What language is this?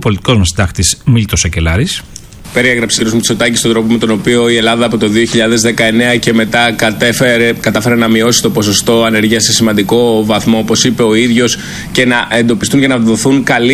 Greek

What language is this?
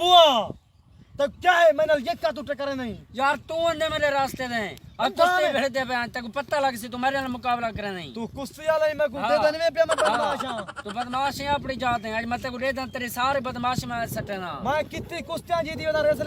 Saraiki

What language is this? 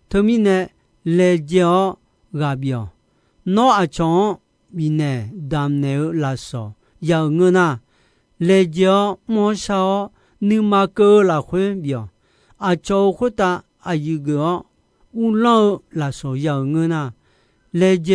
Akha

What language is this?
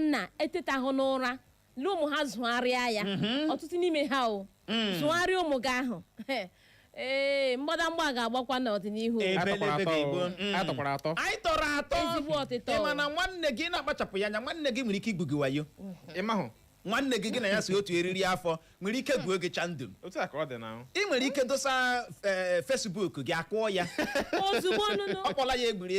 Igbo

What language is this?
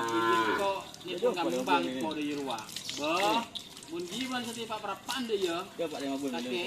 Madurese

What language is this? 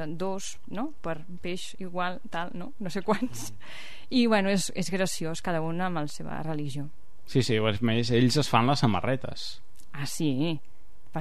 Catalan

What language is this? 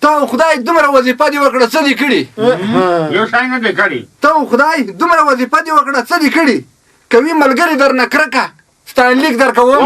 Pashto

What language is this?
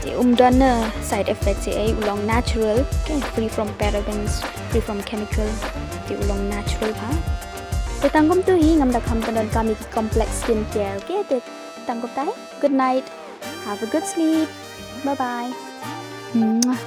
Khasi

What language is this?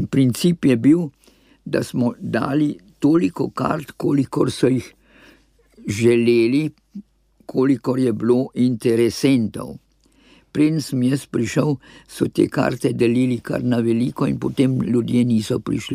Slovenian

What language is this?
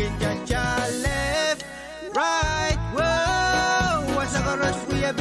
Pohnpeian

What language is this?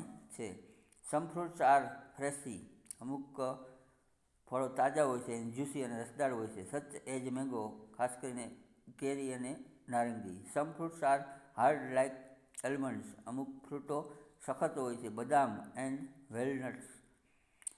Gujarati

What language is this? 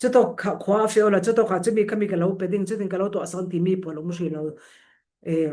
Falam Chin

